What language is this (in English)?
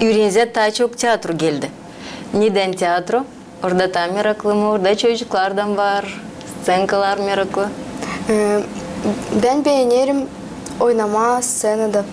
Gagauz